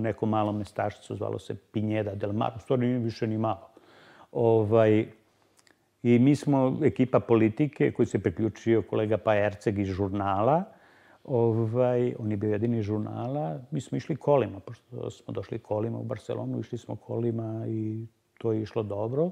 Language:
Serbian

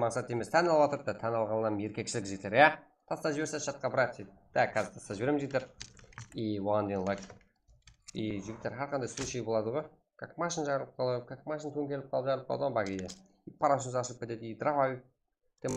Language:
Kara-Kalpak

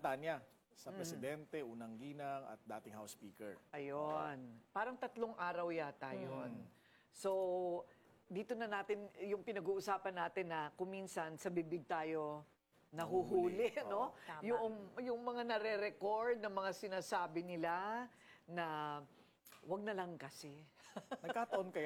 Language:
Filipino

